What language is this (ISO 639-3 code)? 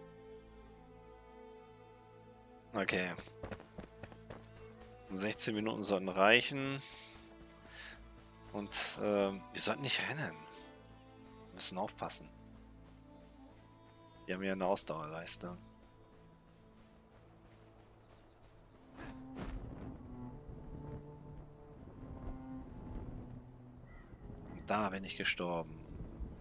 deu